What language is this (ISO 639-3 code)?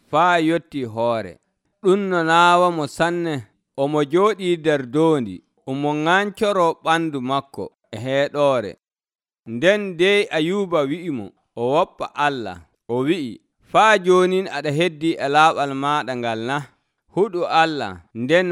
fuv